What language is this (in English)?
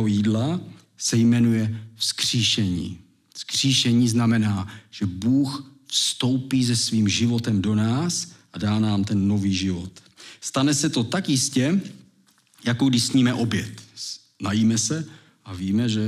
Czech